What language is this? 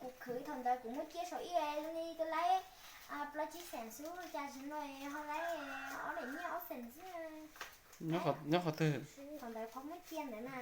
Hmong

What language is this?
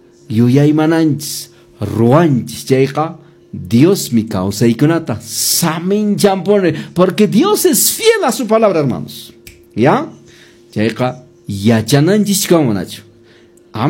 Quechua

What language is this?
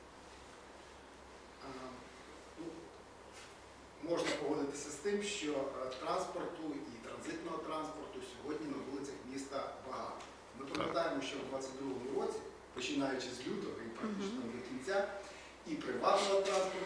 Ukrainian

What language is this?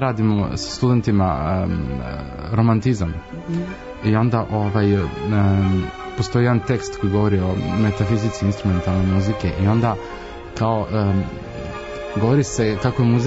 Serbian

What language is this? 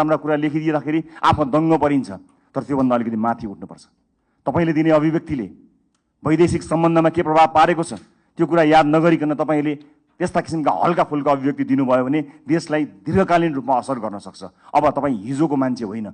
Nepali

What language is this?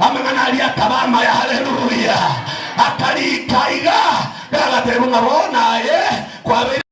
Gusii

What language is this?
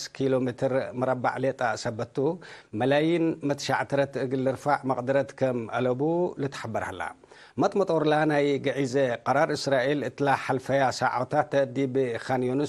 Tigre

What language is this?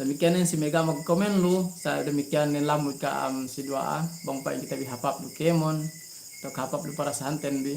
Yakan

